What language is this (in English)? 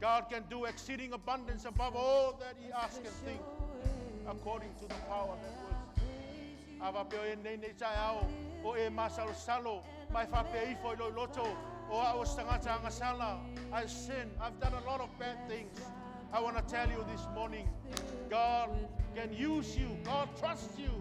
Samoan